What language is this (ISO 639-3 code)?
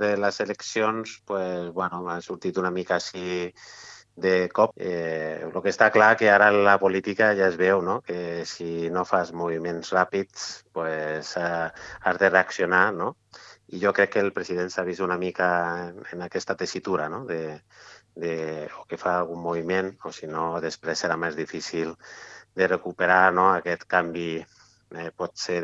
cat